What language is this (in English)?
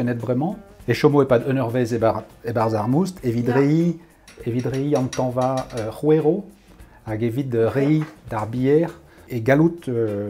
Breton